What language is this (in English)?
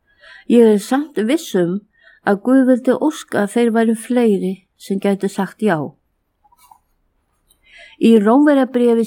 Icelandic